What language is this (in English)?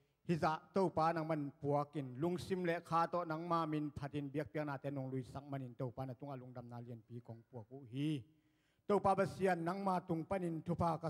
Tedim Chin